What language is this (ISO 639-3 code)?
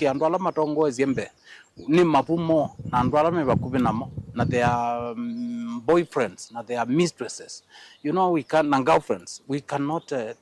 kam